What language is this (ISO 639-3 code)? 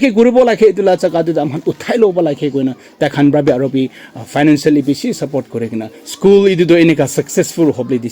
nag